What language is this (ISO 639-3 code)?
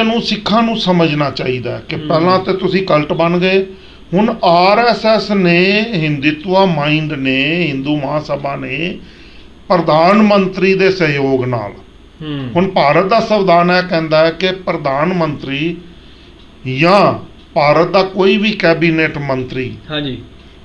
pan